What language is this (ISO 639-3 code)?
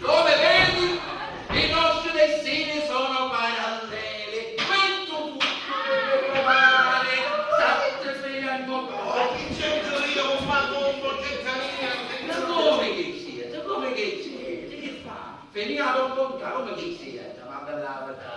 scn